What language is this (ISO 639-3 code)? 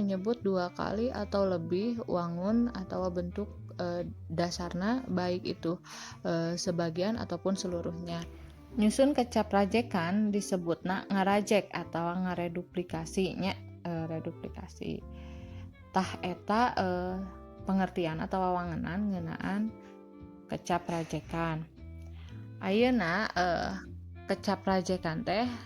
sun